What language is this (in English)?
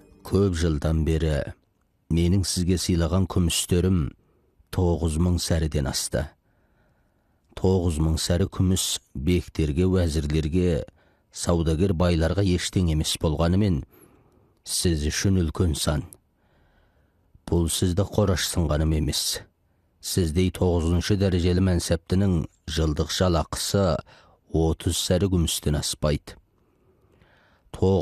Kazakh